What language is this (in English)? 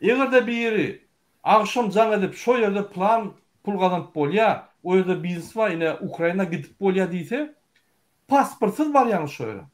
Turkmen